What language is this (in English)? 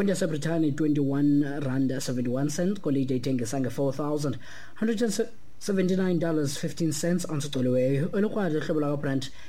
Xhosa